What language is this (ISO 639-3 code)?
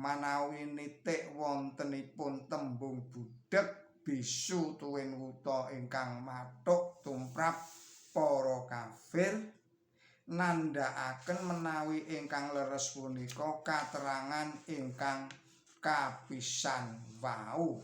jav